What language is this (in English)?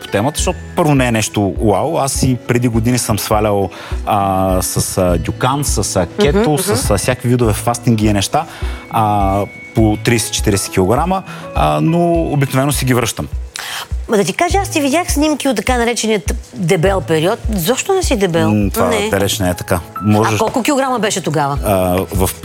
Bulgarian